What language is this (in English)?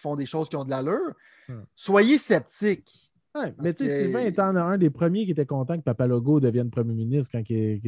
French